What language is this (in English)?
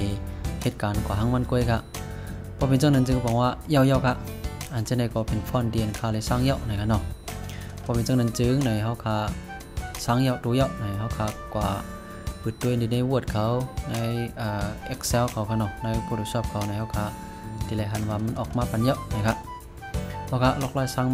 Shan